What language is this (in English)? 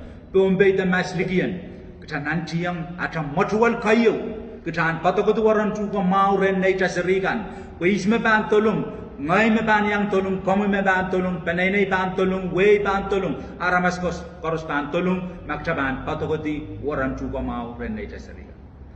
Pohnpeian